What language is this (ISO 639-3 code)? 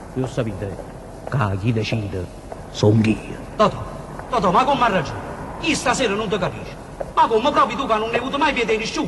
nap